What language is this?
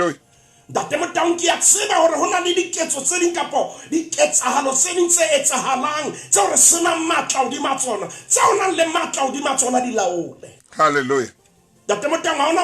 Southern Sotho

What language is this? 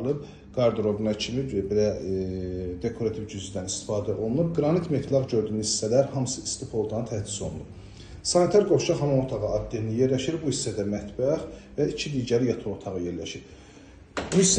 Azerbaijani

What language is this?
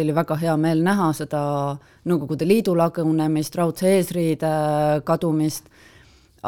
Estonian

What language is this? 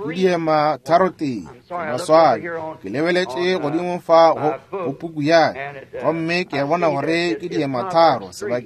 Northern Sotho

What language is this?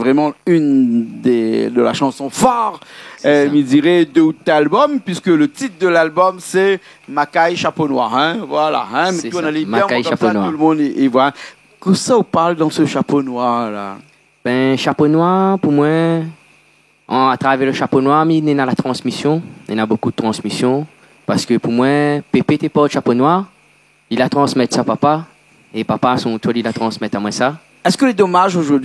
Réunion Creole French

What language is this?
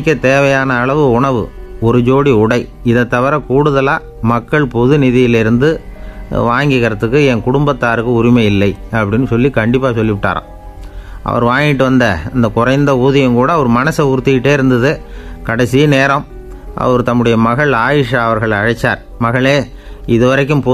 Tamil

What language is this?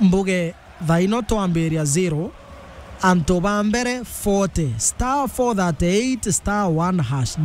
Meru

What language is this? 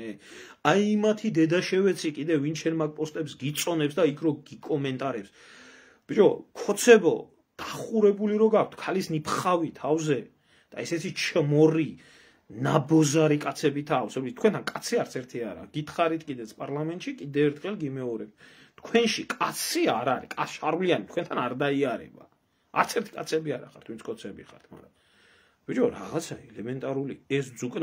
Georgian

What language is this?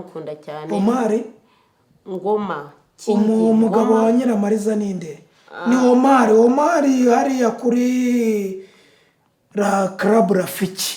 Kinyarwanda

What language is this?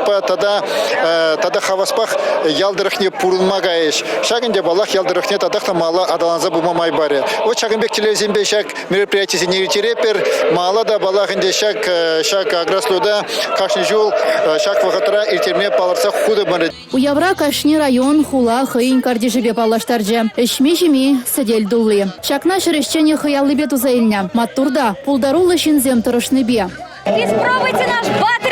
Chuvash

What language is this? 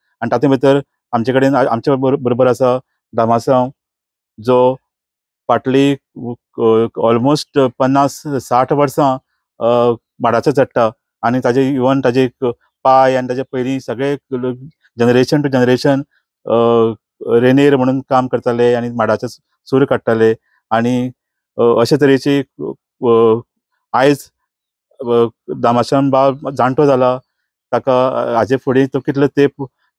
Konkani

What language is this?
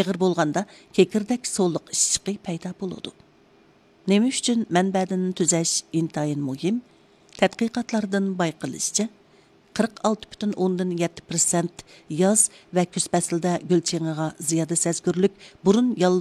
Uyghur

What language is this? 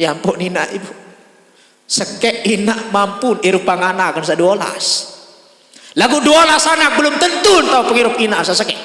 Sasak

